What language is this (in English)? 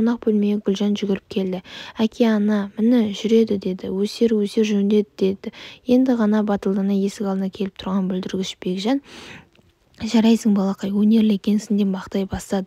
Kazakh